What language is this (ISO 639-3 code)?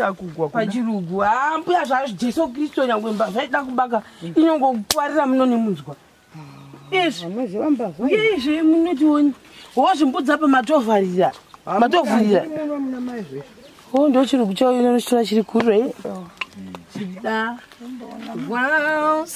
sna